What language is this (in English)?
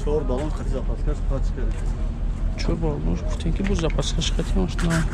Tajik